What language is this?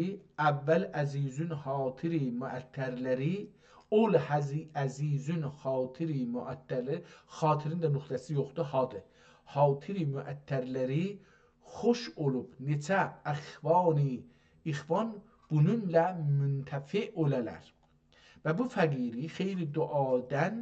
South Azerbaijani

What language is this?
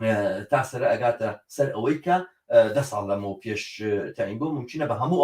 Central Kurdish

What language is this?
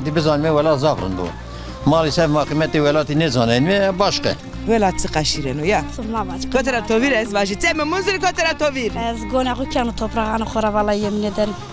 Zaza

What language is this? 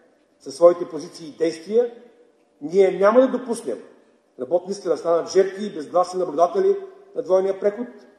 Bulgarian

